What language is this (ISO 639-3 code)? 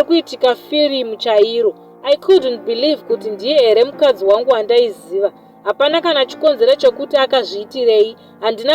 sna